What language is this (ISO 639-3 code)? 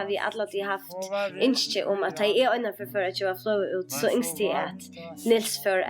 fao